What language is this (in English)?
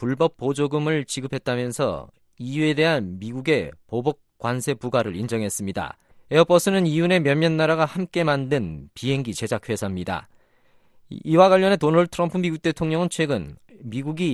Korean